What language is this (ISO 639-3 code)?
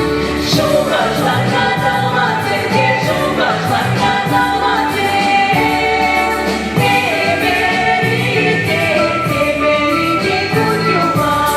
chv